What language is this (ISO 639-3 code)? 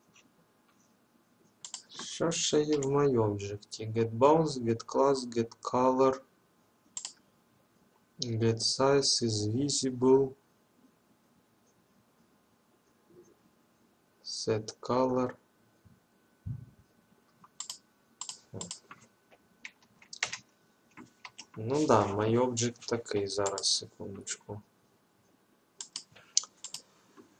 ukr